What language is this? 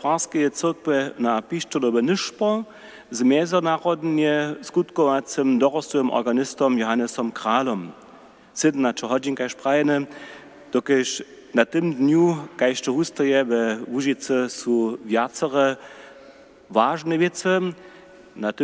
Upper Sorbian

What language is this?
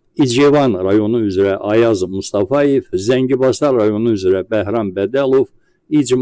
Azerbaijani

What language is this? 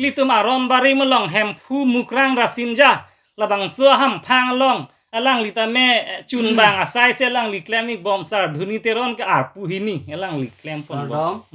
Karbi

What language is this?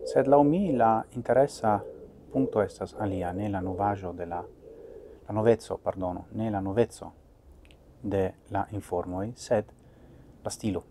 Esperanto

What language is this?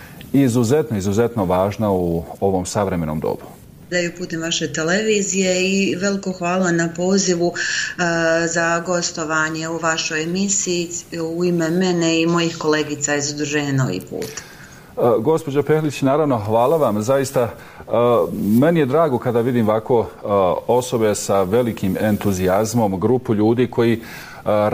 Bosnian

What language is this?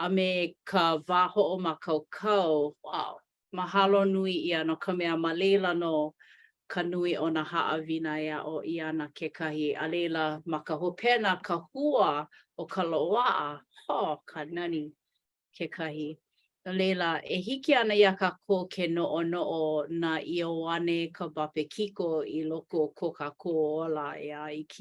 Hawaiian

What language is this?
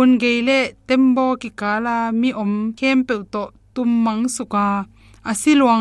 Tedim Chin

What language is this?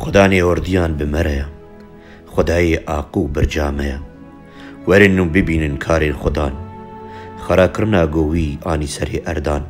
Kurdish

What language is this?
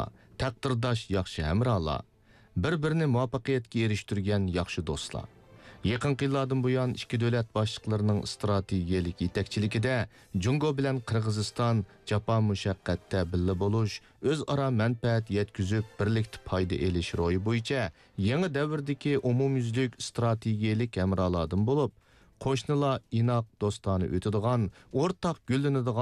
Uyghur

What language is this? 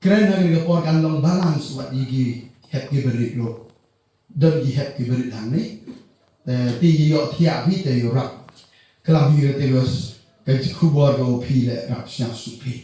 Khasi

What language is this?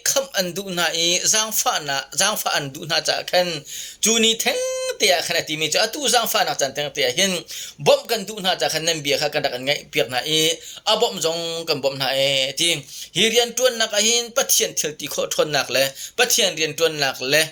Hakha Chin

